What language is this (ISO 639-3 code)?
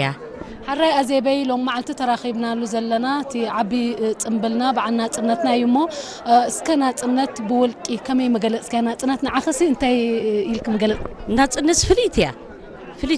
tir